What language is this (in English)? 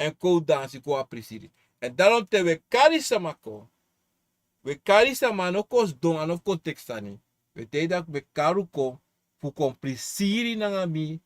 Sranan Tongo